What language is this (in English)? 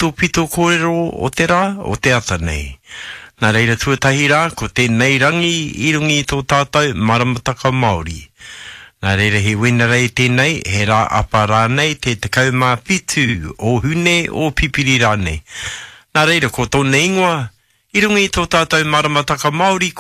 Māori